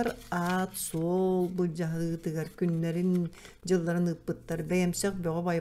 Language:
Yakut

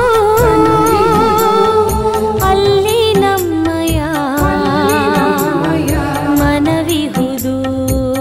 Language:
Kannada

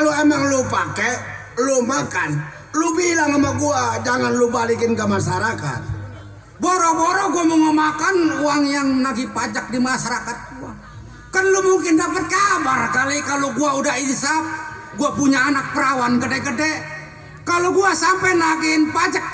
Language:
Betawi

